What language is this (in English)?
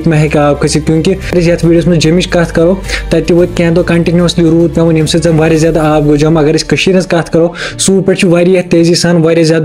Kashmiri